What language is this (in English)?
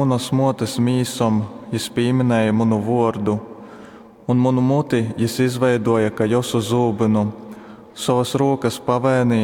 Latgalian